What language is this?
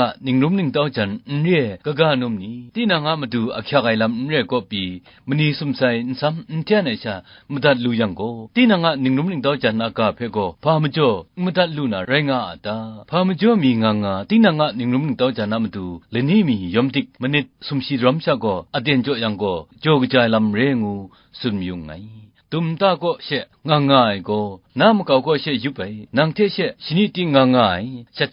Kachin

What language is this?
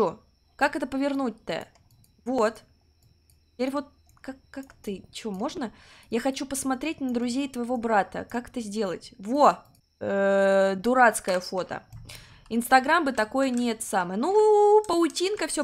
Russian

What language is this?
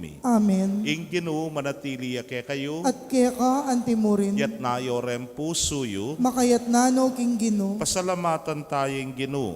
Pampanga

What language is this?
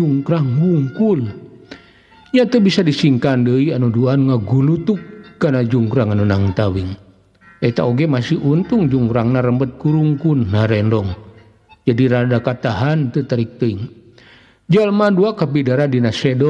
Sundanese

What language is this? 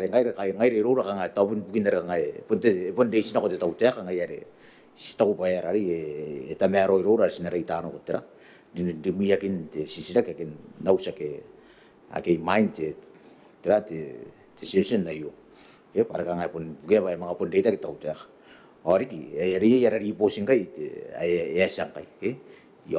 Gilbertese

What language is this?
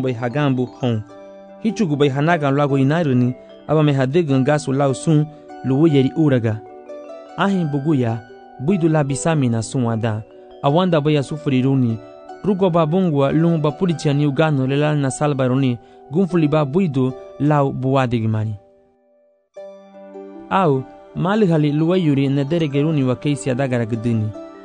Garifuna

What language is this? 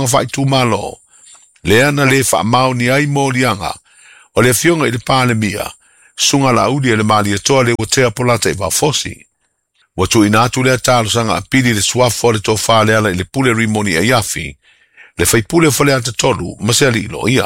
Samoan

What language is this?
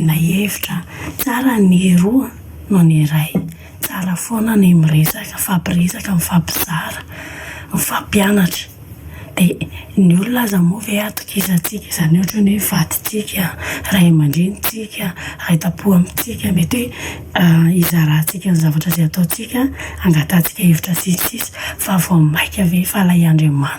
Malagasy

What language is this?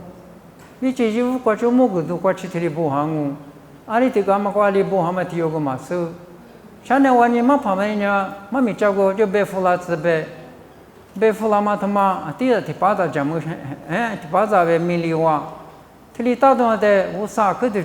Lisu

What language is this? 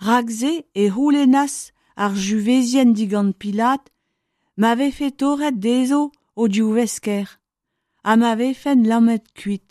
Breton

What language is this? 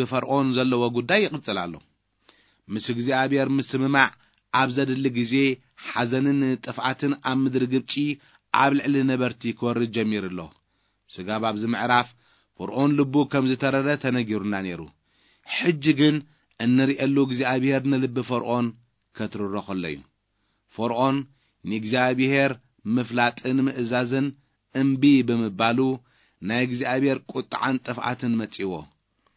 Tigrinya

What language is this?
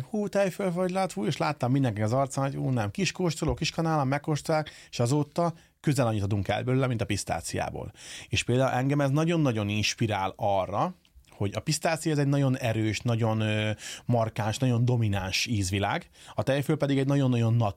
Hungarian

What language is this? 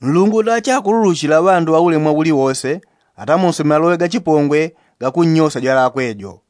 Yao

